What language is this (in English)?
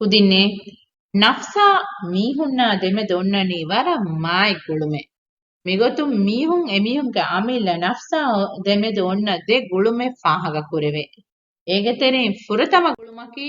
Divehi